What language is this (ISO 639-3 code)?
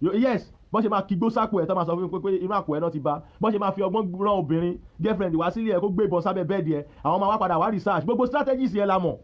yor